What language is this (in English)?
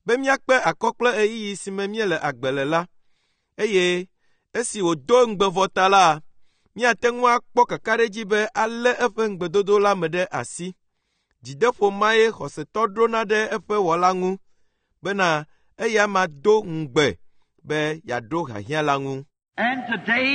Ewe